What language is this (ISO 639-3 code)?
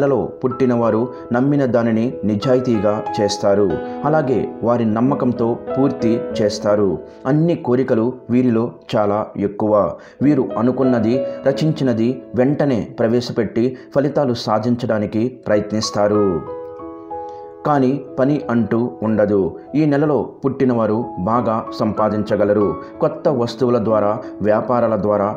tel